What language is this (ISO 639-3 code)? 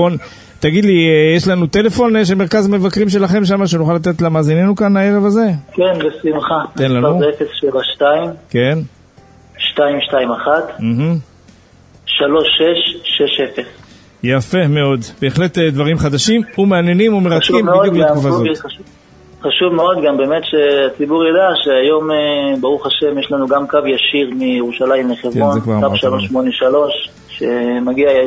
heb